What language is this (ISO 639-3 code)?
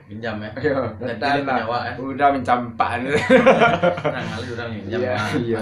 min